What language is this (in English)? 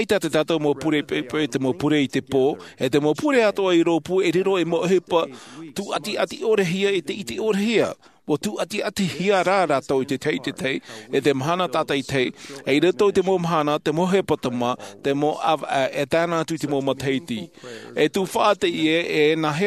Tahitian